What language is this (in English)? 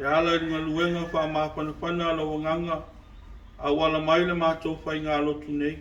Samoan